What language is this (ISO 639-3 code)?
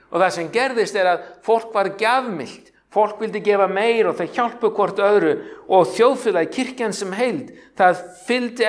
isl